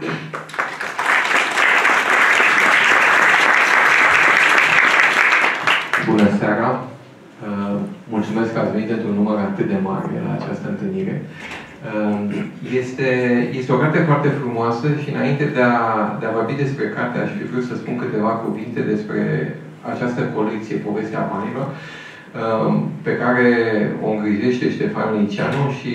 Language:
Romanian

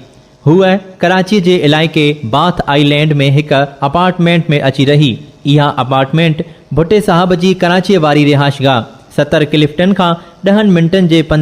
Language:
Sindhi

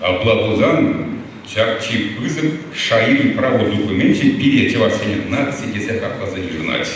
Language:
Chuvash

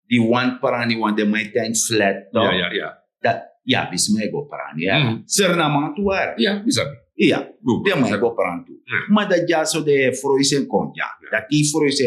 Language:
Sranan Tongo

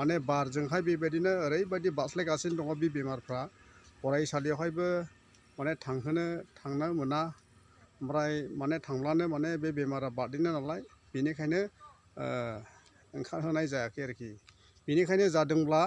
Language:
Bodo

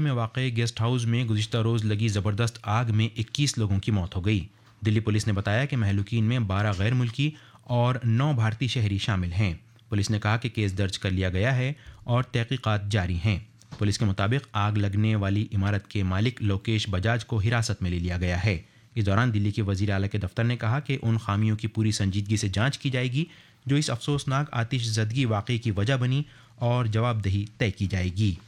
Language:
Urdu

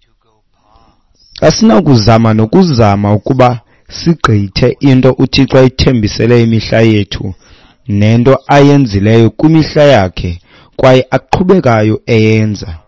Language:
Xhosa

